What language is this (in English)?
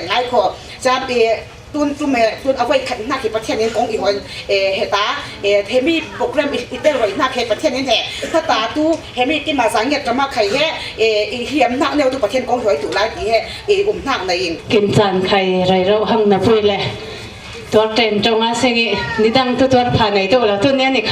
Falam Chin